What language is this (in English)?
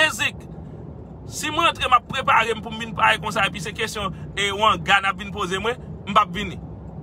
Haitian Creole